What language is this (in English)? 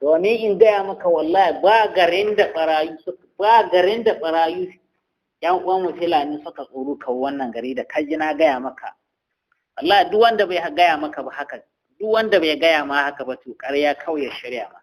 Hausa